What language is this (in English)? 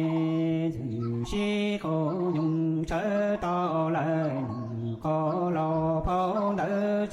Hmong